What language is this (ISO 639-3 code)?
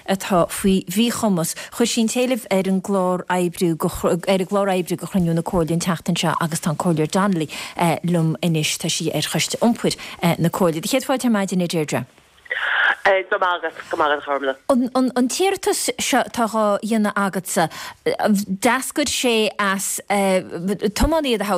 gle